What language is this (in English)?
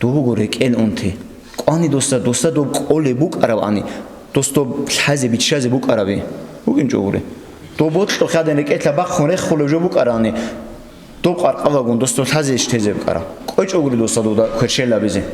Avaric